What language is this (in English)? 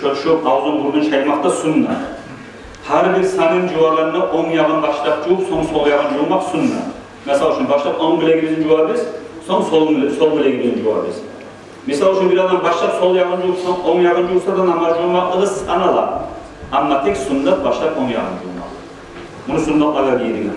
Kumyk